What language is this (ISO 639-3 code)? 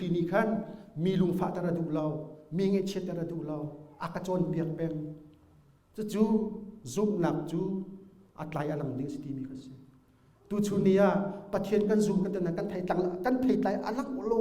cnh